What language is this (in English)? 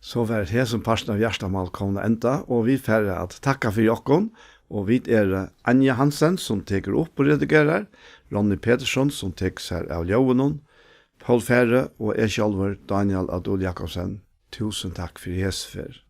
Faroese